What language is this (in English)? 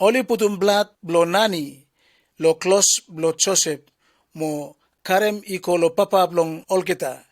Bislama